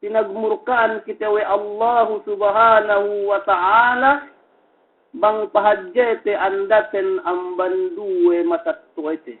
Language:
Yakan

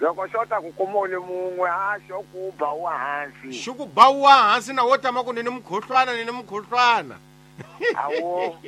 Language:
Tsonga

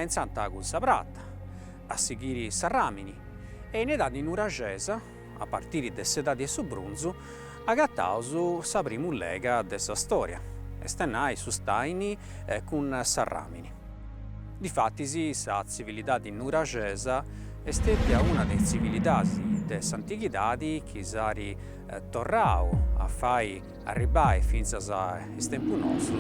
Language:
Sardinian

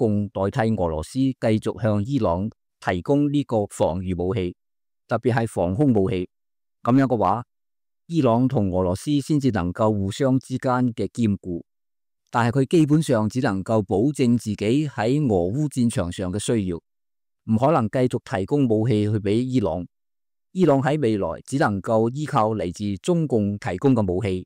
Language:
Cantonese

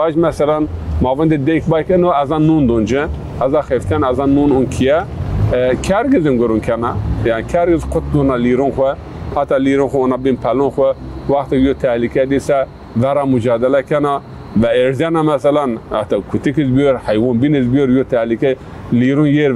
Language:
Zaza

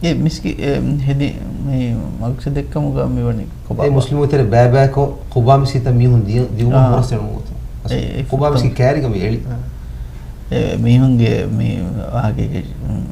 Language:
Divehi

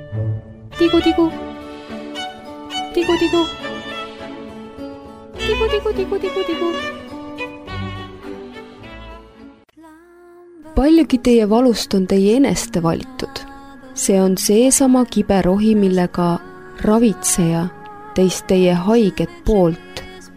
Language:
Estonian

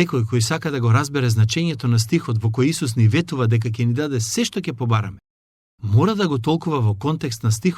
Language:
Macedonian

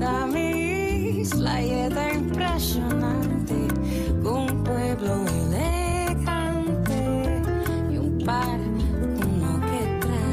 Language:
Papiamento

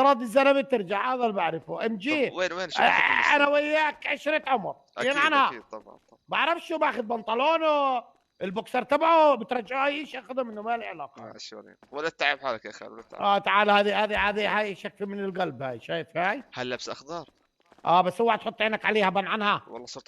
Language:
North Levantine Arabic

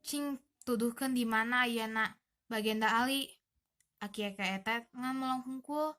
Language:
Sundanese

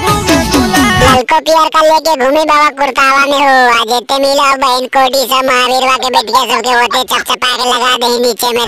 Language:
Magahi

